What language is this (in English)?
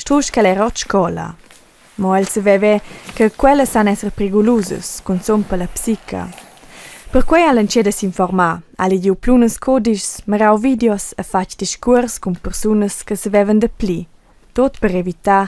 Romansh